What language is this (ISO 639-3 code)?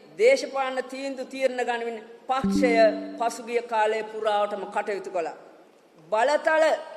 sin